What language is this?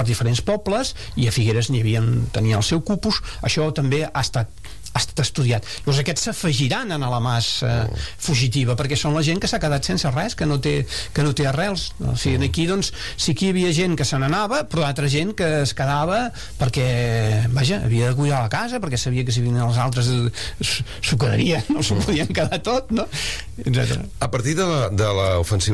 Catalan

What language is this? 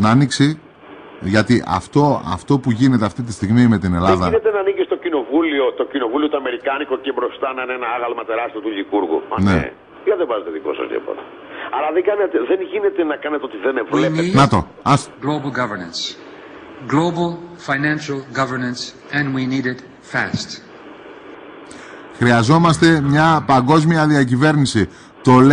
Greek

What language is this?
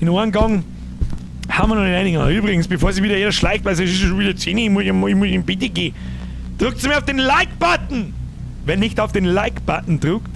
Bavarian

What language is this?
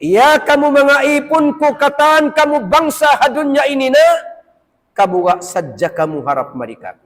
Tausug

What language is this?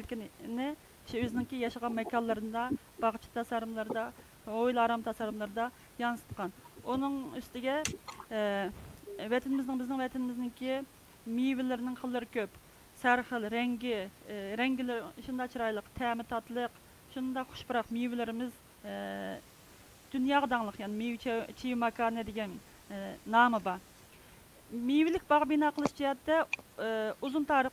Uyghur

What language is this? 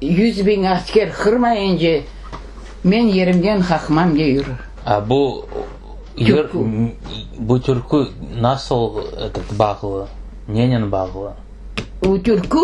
Crimean Tatar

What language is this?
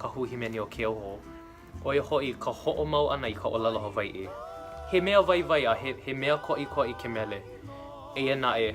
Hawaiian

